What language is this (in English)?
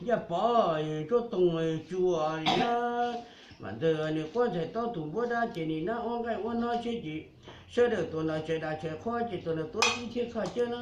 Hmong